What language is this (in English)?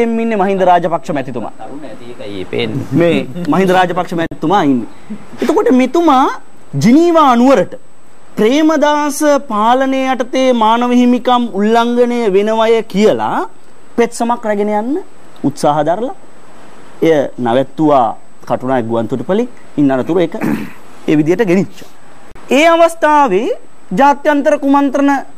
Sinhala